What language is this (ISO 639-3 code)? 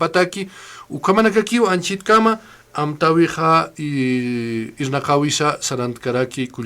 aym